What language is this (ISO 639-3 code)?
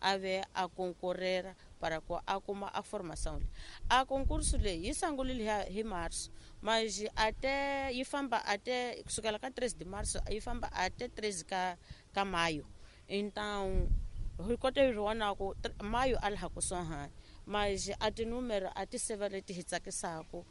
tso